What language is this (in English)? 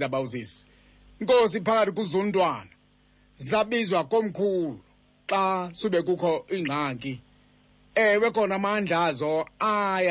Xhosa